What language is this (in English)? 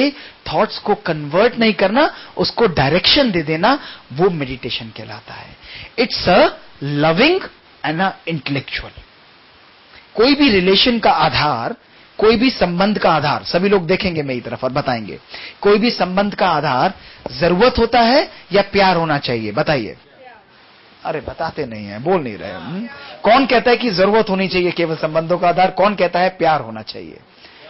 Hindi